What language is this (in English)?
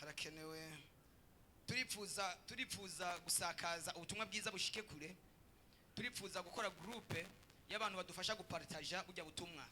Rundi